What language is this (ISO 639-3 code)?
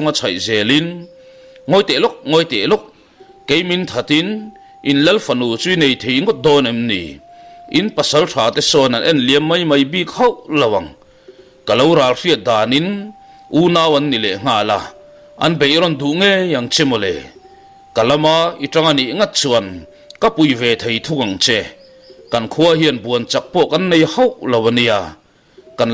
lus